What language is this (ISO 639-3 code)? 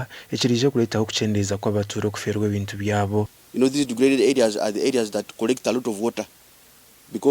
nyn